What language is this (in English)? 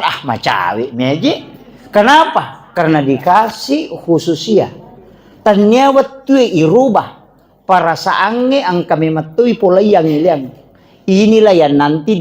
Buginese